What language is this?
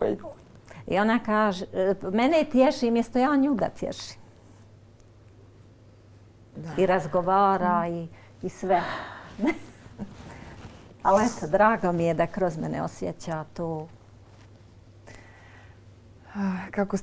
Bosnian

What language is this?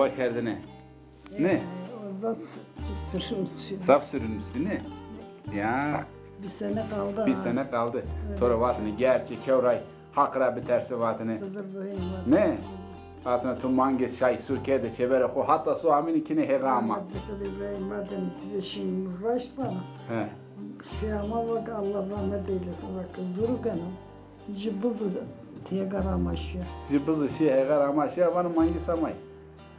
Zaza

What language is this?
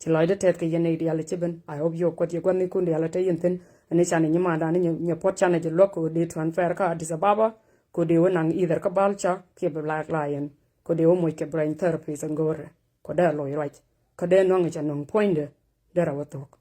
Nuer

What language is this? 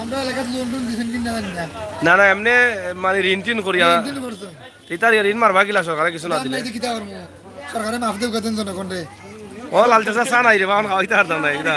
Sylheti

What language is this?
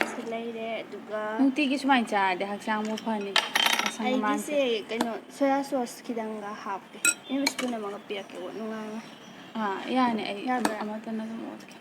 Manipuri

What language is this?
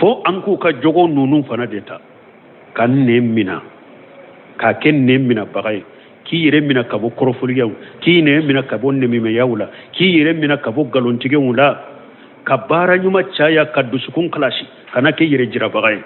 Bambara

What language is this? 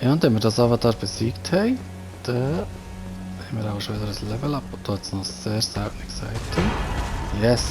Swiss German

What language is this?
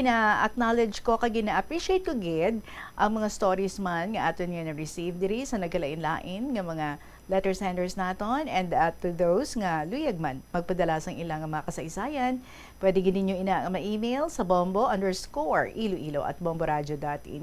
Hiligaynon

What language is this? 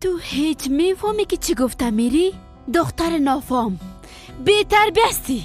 Persian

